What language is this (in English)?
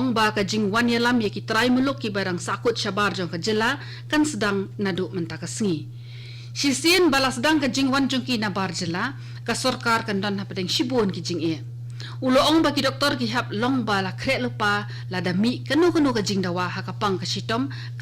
Khasi